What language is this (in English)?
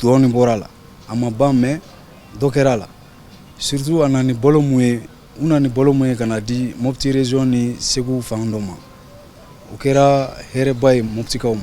Bambara